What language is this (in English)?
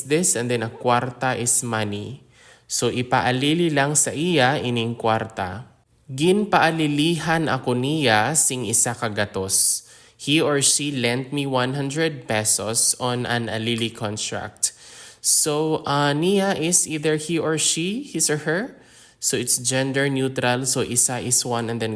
Hiligaynon